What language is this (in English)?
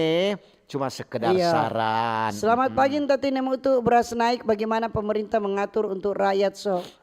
Manado Malay